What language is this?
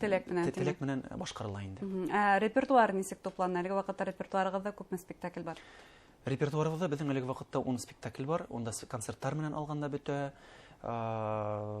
Bashkir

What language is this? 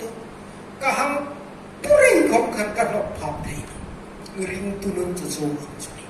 Hmar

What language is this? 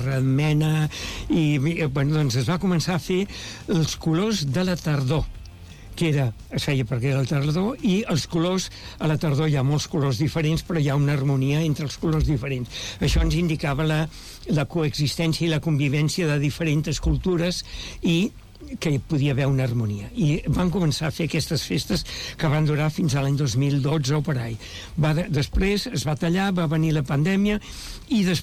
Catalan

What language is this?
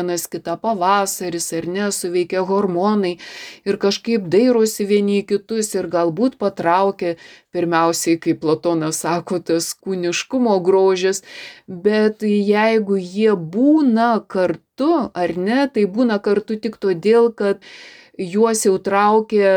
Lithuanian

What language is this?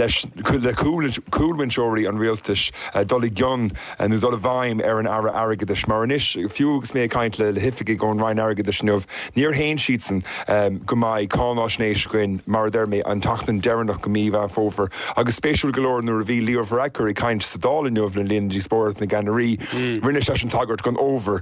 Irish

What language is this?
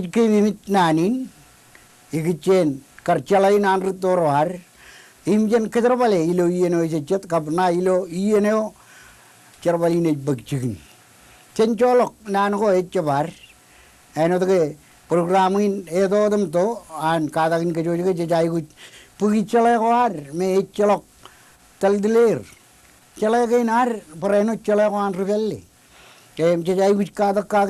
Marshallese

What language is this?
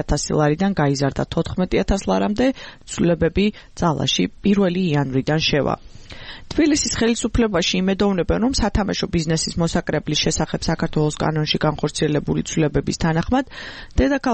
Georgian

